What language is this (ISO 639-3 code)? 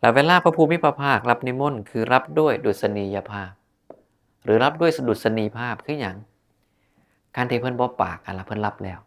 tts